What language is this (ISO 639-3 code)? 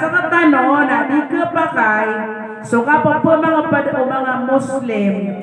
mrw